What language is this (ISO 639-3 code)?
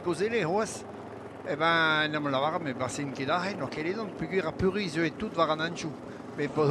bre